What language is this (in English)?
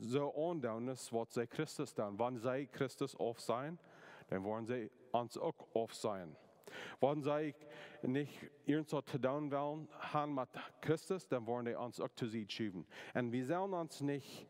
Plautdietsch